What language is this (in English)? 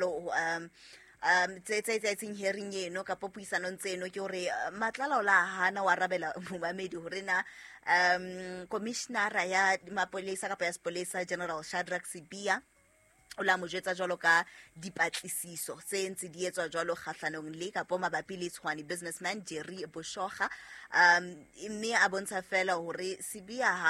Southern Sotho